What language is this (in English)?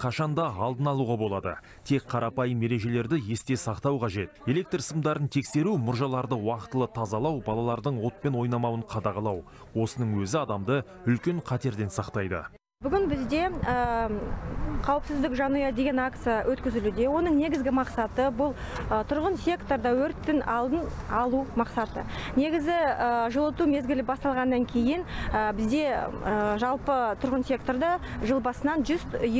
Kazakh